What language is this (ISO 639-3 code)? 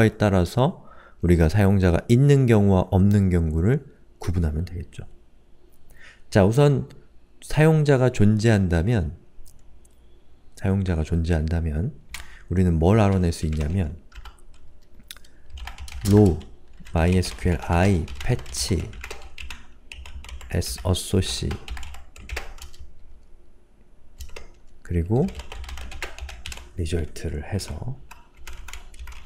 kor